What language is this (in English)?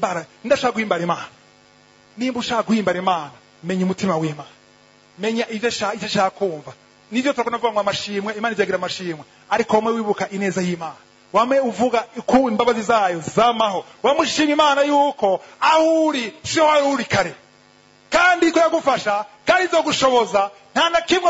Rundi